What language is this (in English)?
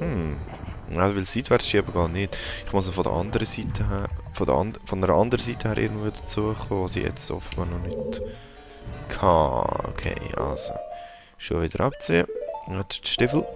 Swiss German